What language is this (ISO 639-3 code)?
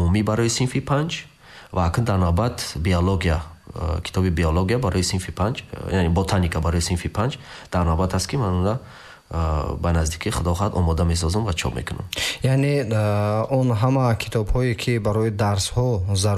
tgk